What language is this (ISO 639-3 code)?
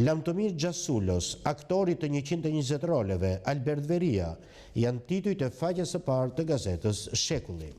sqi